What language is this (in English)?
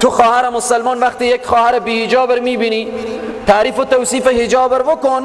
Persian